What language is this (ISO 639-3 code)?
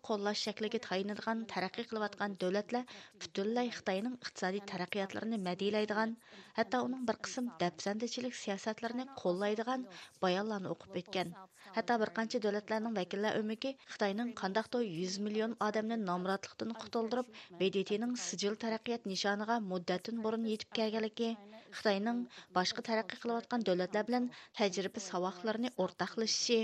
uig